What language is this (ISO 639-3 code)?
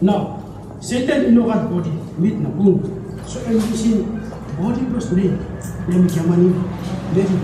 tpi